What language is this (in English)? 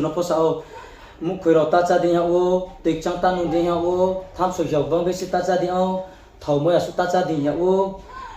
Riang (India)